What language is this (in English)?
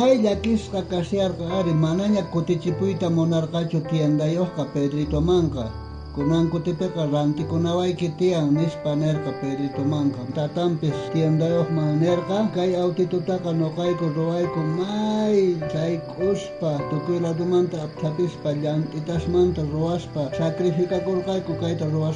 South Bolivian Quechua